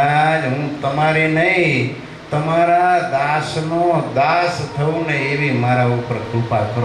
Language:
Gujarati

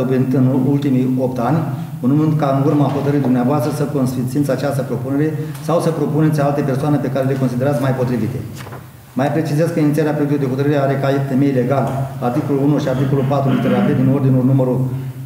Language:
Romanian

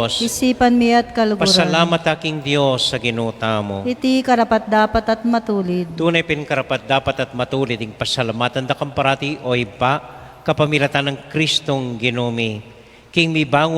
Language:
Pampanga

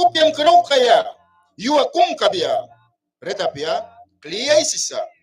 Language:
Mískito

